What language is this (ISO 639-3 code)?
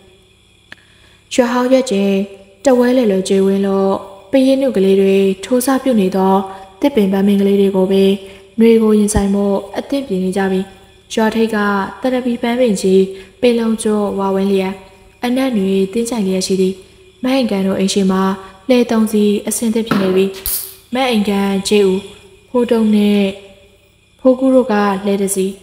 mya